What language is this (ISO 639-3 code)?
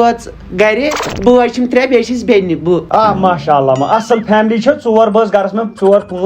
kas